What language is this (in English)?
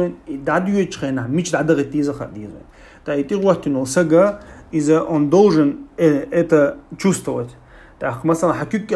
Chechen